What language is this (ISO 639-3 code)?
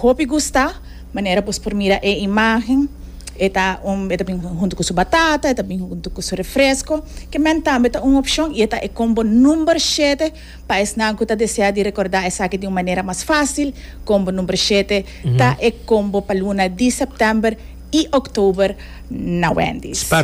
pap